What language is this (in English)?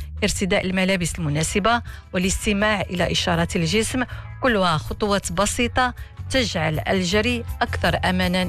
Arabic